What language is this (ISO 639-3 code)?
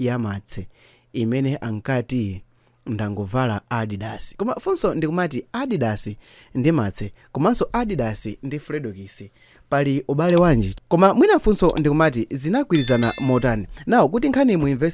nya